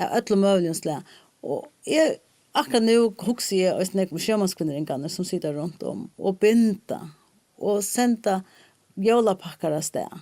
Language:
Faroese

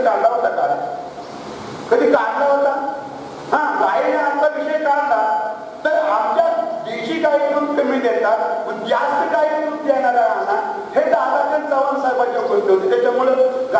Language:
Marathi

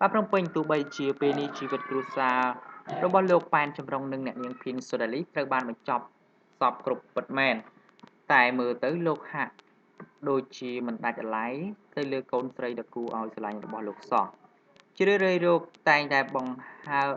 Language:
Khmer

